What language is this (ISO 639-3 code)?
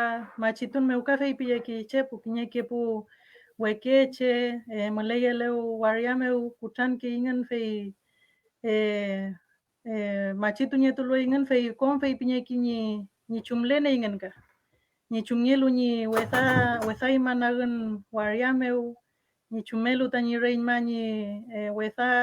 arn